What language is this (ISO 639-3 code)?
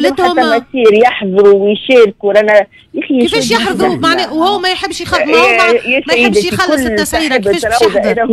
aeb